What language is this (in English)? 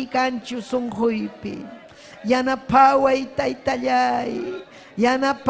Ayacucho Quechua